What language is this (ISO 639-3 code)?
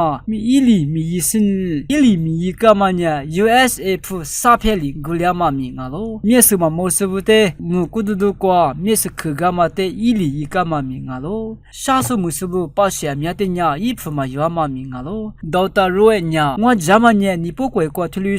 lis